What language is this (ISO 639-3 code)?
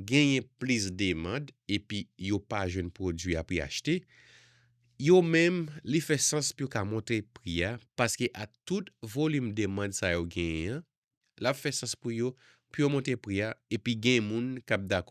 hat